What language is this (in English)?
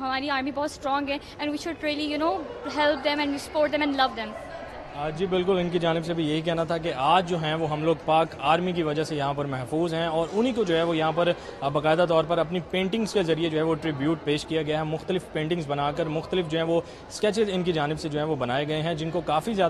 Urdu